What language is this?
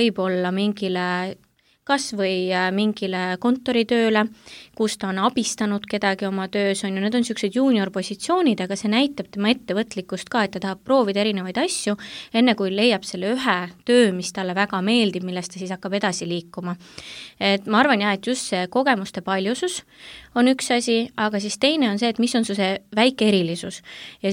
Estonian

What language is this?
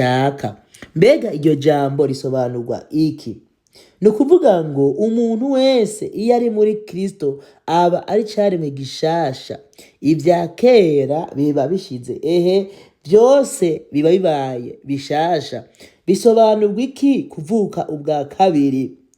Rundi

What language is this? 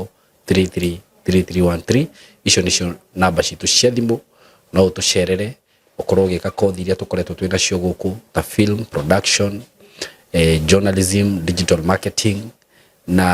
Kikuyu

